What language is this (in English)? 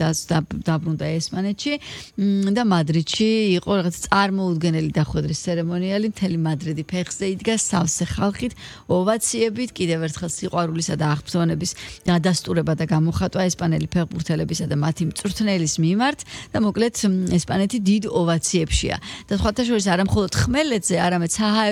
Georgian